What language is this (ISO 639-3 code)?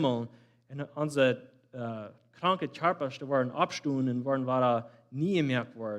pdt